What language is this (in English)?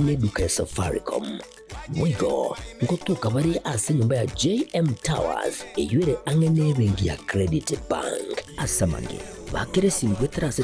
Gusii